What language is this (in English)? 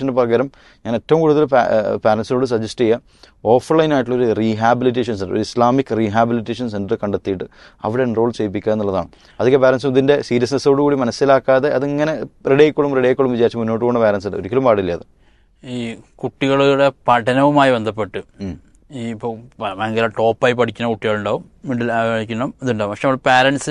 Malayalam